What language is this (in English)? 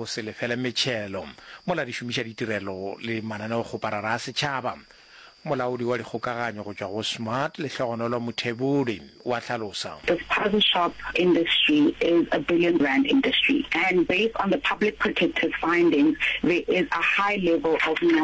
Northern Sotho